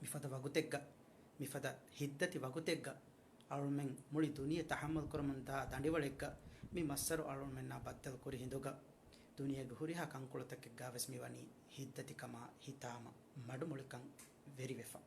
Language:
Divehi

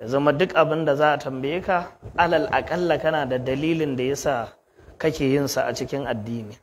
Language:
Hausa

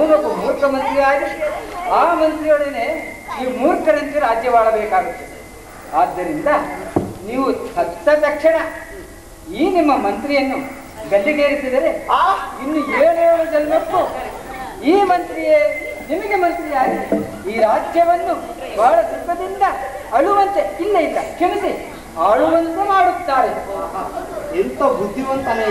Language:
Kannada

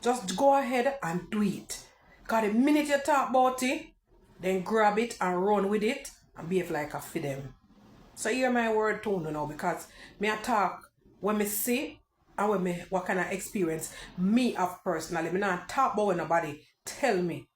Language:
Jamaican Creole English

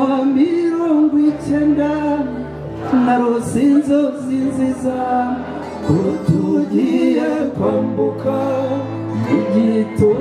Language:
Kinyarwanda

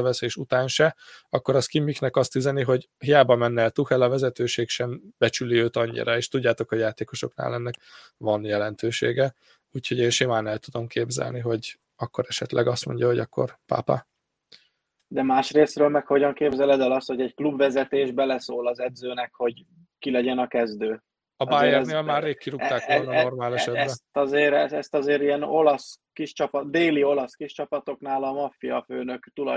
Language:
Hungarian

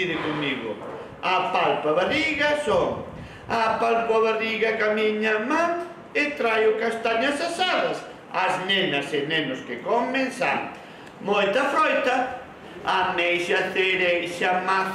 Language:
Galician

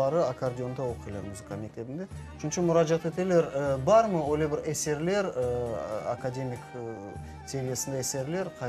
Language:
Crimean Tatar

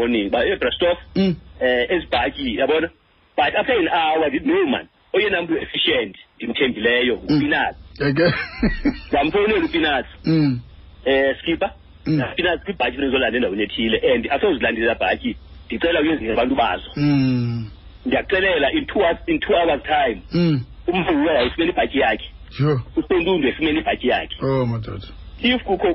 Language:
Xhosa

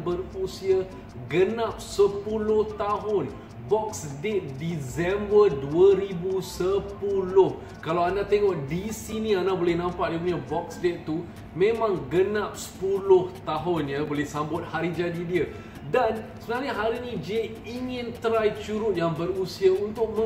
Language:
Malay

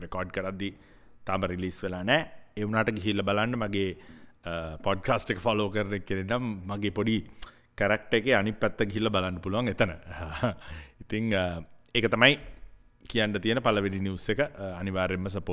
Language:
Sinhala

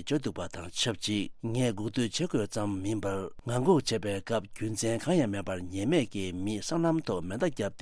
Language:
Tibetan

